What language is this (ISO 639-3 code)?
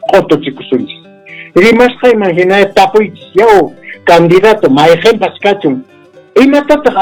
que